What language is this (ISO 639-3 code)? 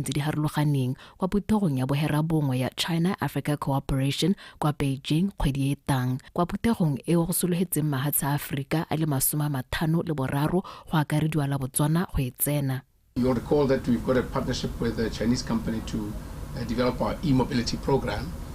tsn